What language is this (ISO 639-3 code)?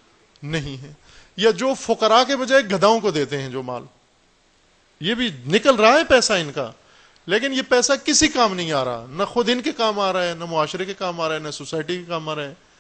urd